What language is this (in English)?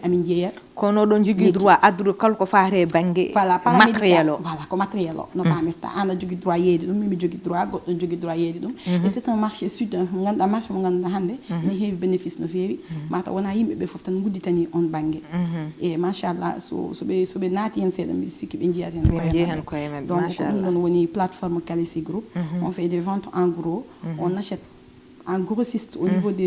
Fula